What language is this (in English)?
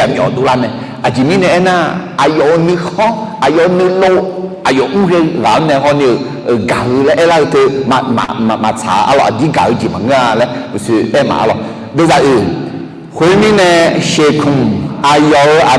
Akha